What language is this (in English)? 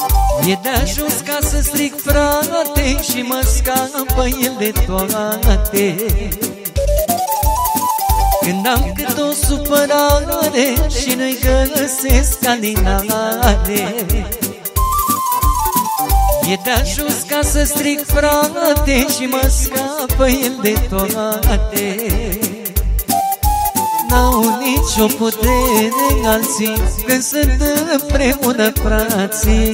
Romanian